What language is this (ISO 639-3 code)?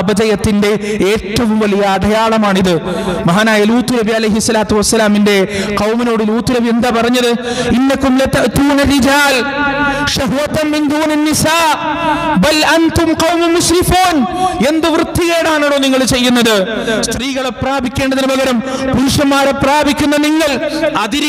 mal